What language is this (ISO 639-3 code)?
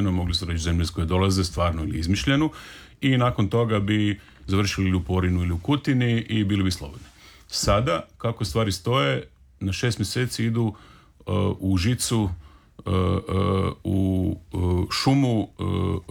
hrv